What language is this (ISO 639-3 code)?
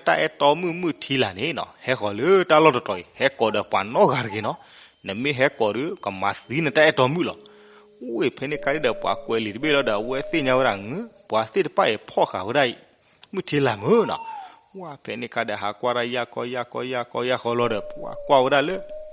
ksw